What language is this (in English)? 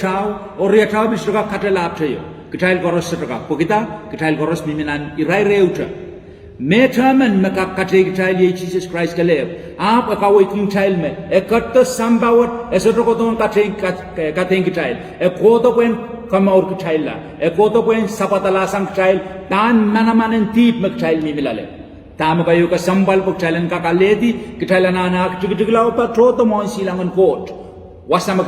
Pohnpeian